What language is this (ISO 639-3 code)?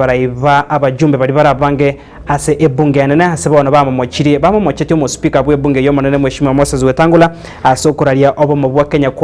guz